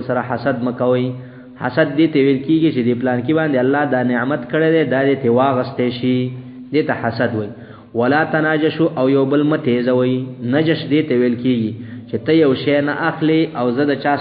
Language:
Pashto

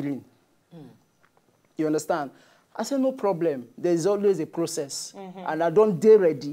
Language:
Nigerian Pidgin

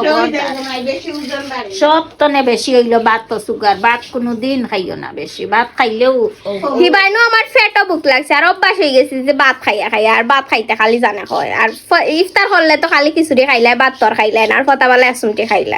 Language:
Sylheti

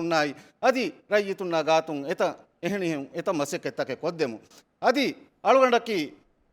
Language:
Divehi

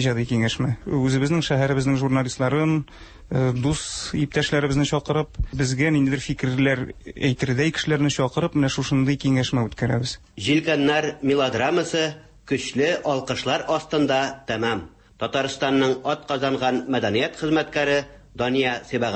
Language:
Tatar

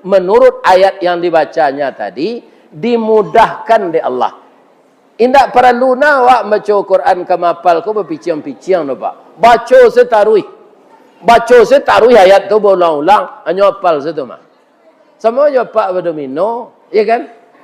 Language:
Minangkabau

